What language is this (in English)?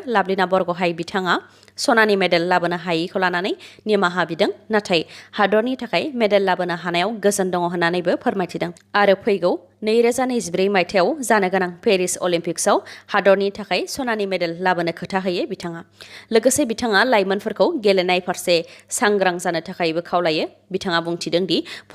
Bodo